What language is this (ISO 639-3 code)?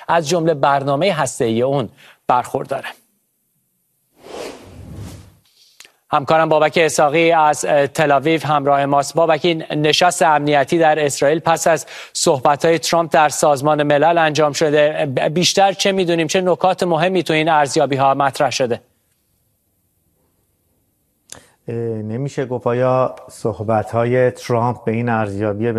fas